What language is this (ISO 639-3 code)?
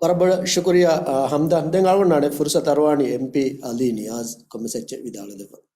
div